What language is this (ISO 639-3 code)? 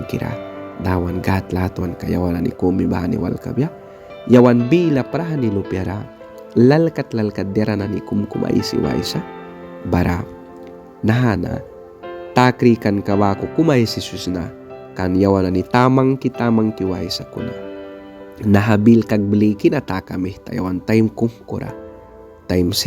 miq